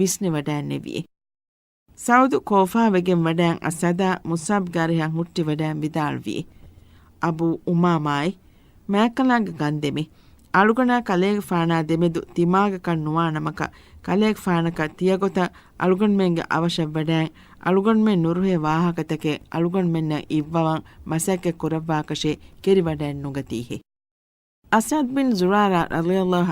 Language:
Divehi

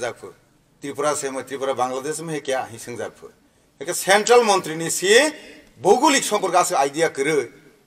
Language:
Kok Borok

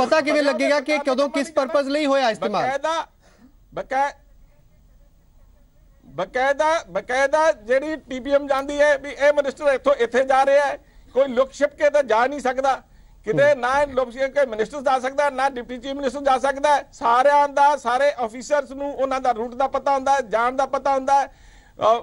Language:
Punjabi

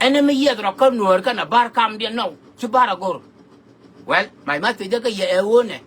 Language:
Nuer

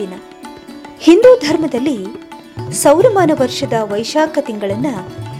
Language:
Kannada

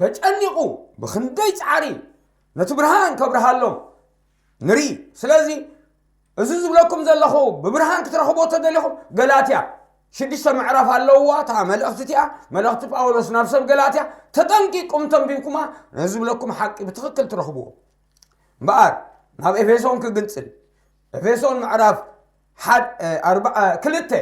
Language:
Tigrinya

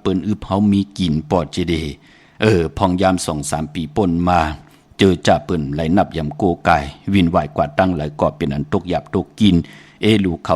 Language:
Shan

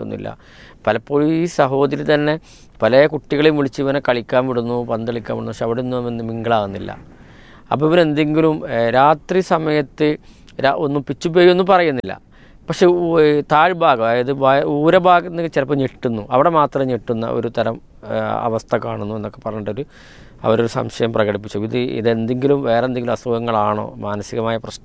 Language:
Malayalam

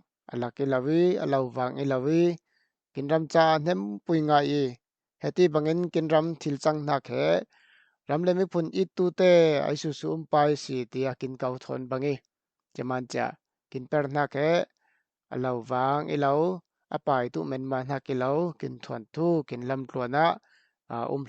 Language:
Falam Chin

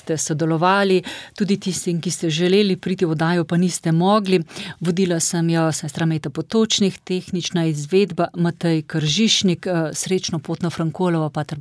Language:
Slovenian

